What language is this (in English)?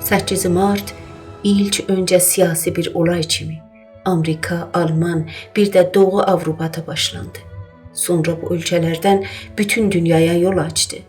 South Azerbaijani